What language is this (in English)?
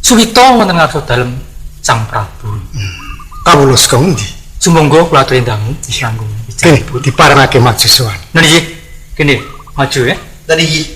Javanese